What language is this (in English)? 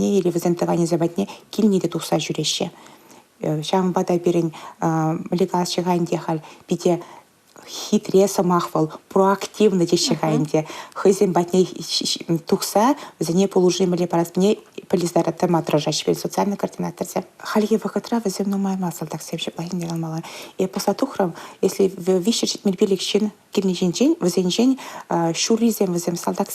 Chuvash